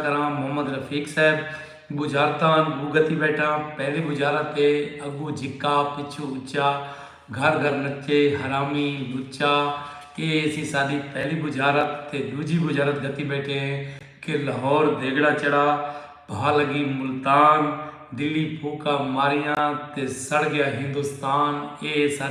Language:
Saraiki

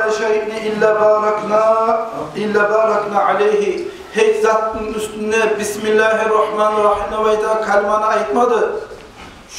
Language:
Kumyk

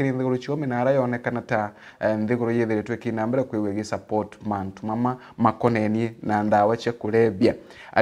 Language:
Meru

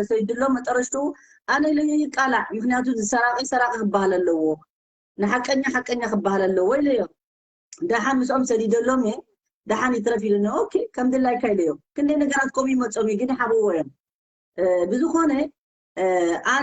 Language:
Tigrinya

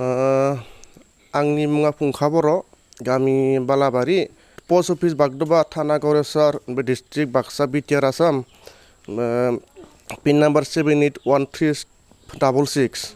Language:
Bodo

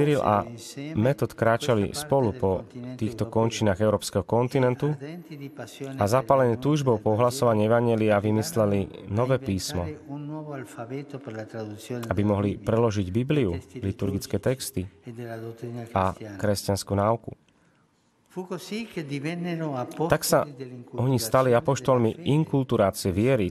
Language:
Slovak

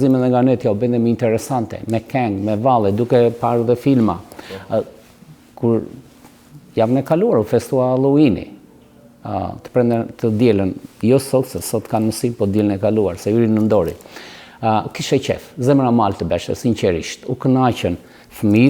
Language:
Albanian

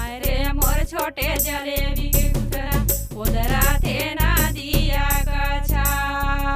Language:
Chhattisgarhi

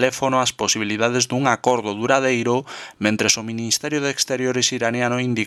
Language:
Galician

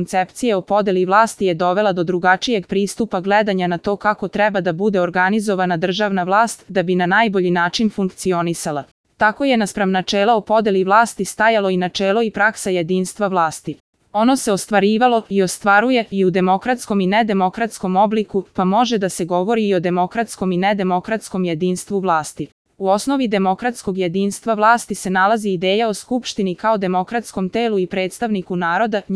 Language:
Serbian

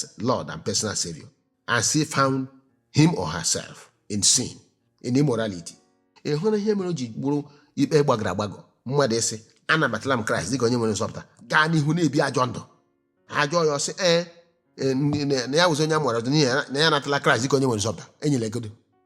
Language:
Igbo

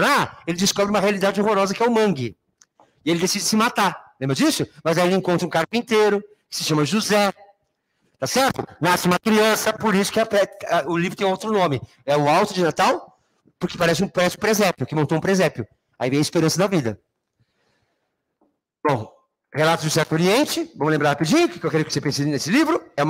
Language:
Portuguese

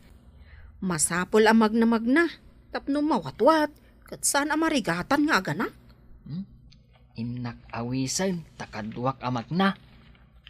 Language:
Iloko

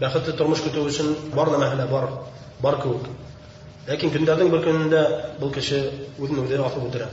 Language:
Bashkir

